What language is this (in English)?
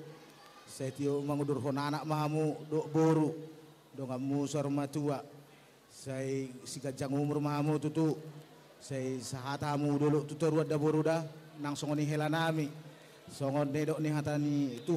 Batak Toba